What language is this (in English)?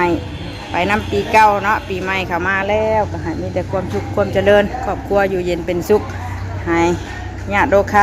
Northeastern Thai